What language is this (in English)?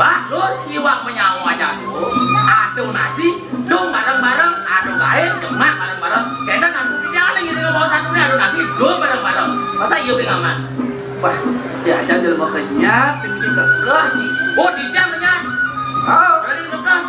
Balinese